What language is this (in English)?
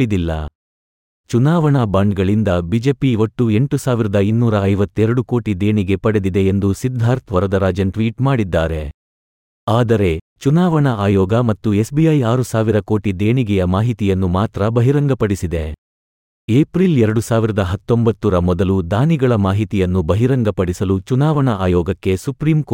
Kannada